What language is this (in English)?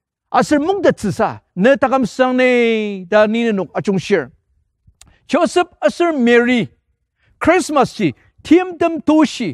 Ao Naga